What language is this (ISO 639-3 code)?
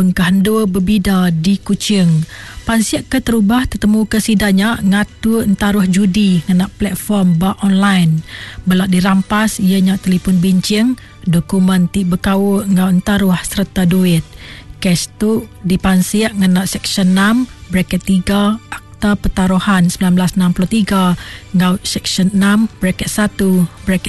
iba